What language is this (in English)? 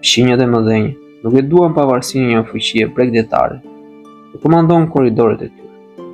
Albanian